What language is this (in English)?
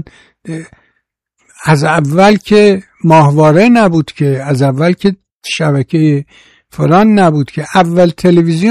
Persian